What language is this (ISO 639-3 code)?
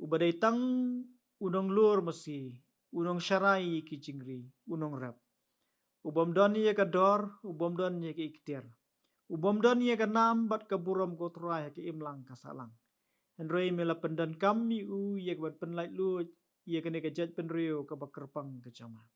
kha